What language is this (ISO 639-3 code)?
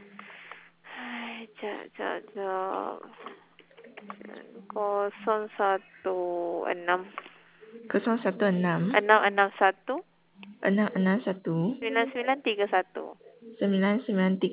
msa